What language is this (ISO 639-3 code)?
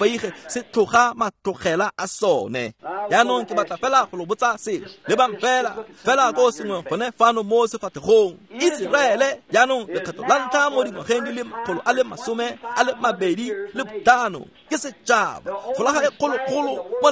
tsn